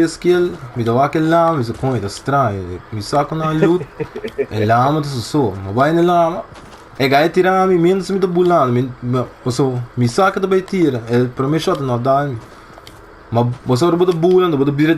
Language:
Papiamento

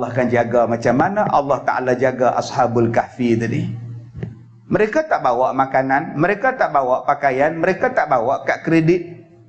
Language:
Malay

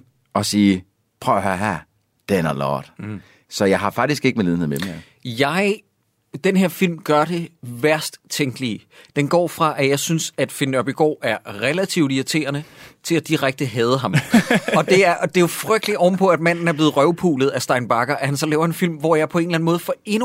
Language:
Danish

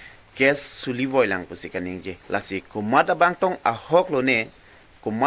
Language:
Karbi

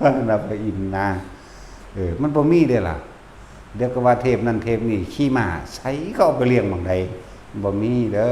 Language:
Lao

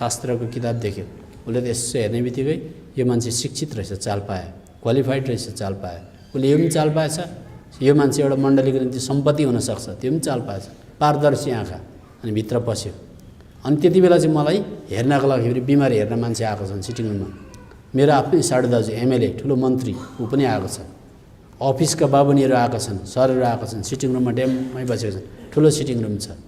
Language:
Nepali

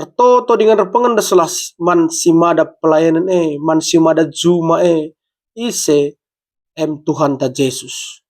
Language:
Batak Karo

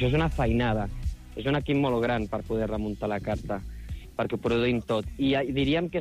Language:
Catalan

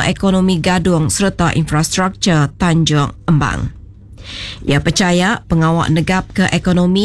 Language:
Iban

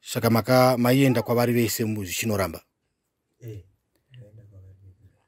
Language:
Shona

